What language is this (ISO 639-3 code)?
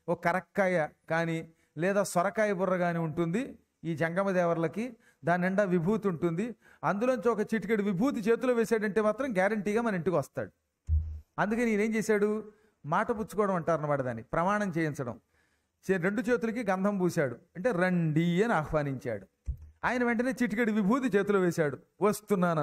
tel